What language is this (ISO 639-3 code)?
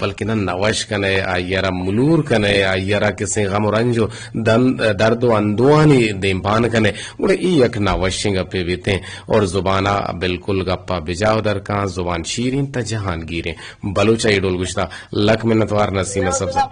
bgp